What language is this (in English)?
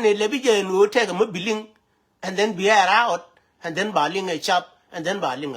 Nuer